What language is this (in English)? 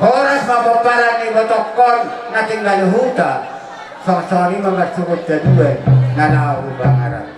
Batak Toba